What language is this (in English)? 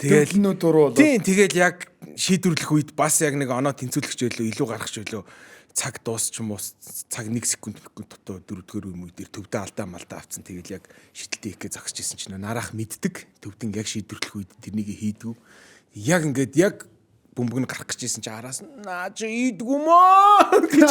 Mongolian